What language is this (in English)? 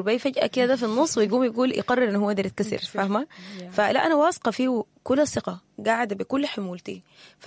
Sudanese Arabic